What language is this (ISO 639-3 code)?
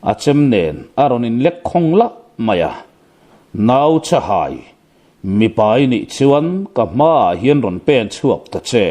lus